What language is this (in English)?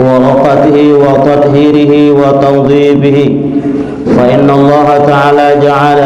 Sasak